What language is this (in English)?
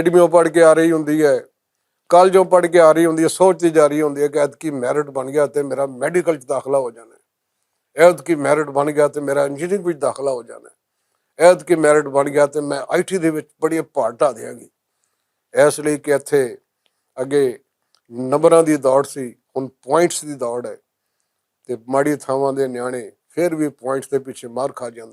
Western Panjabi